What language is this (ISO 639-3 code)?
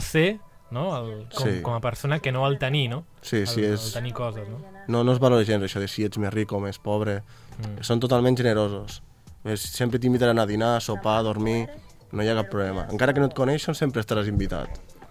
cat